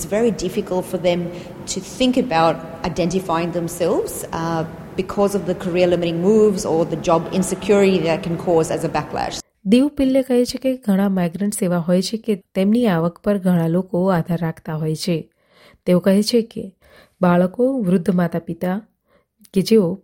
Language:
Gujarati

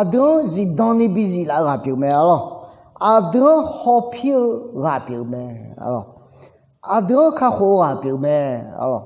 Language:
Akha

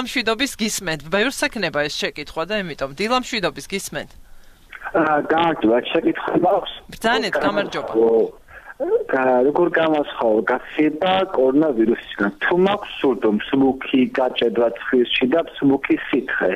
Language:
Georgian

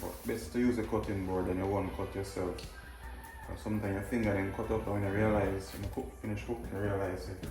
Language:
Jamaican Creole English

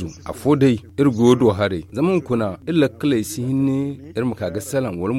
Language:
Zarma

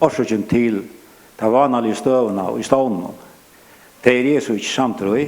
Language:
Faroese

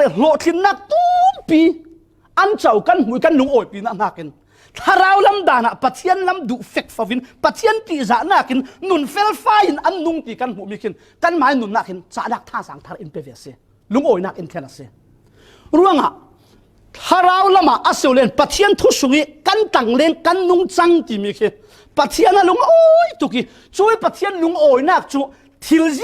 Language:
Falam Chin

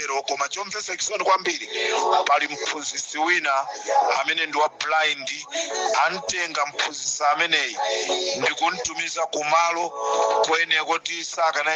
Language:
Nyanja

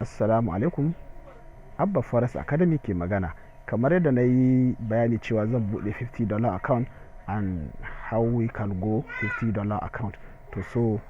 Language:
Hausa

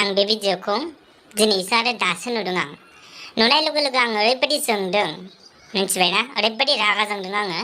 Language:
Bodo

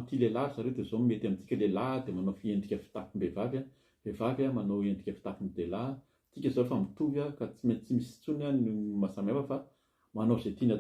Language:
Malagasy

